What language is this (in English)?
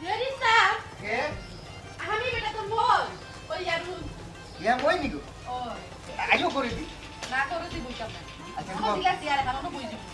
Sylheti